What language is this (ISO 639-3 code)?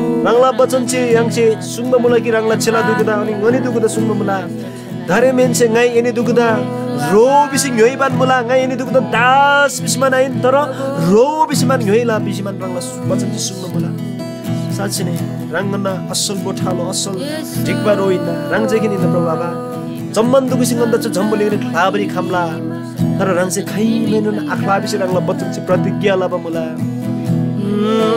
taj